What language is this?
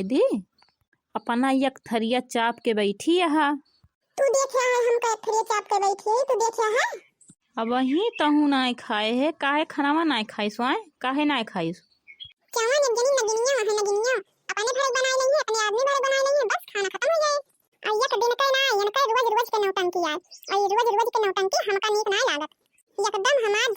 Awadhi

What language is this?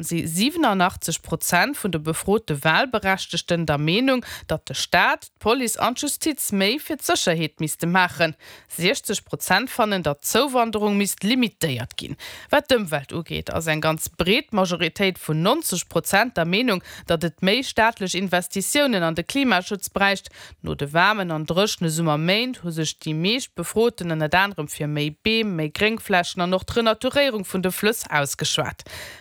Luxembourgish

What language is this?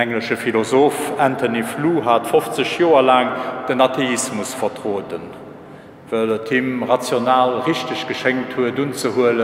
Luxembourgish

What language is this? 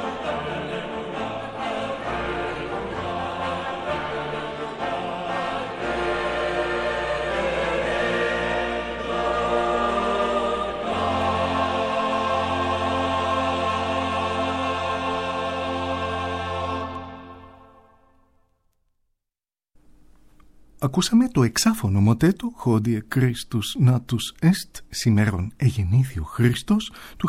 Greek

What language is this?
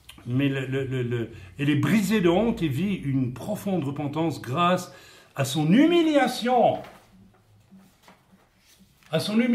French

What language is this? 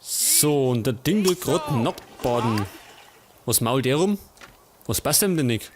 Bavarian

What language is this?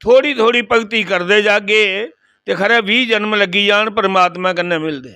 Dogri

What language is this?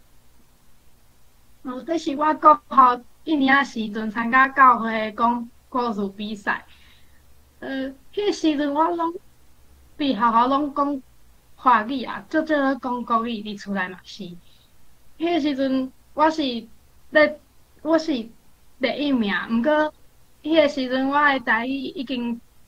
Min Nan Chinese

